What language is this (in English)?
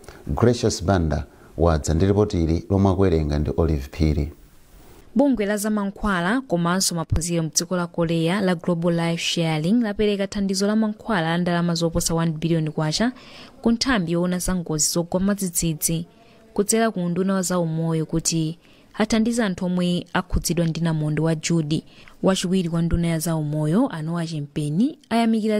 Nyanja